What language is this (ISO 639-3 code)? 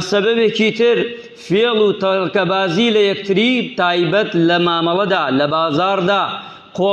ckb